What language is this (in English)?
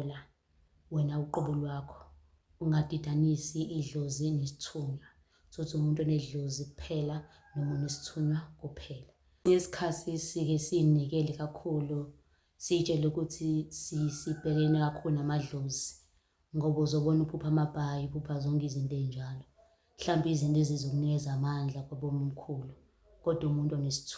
Zulu